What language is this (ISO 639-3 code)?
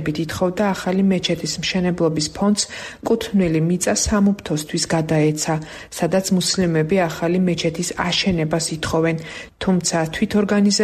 kat